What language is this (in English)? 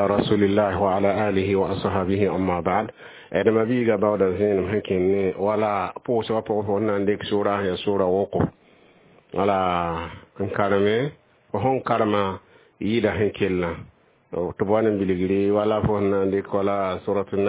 Mossi